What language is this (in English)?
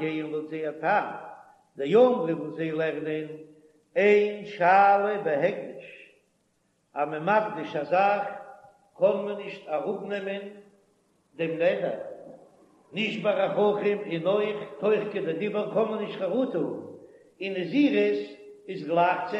Yiddish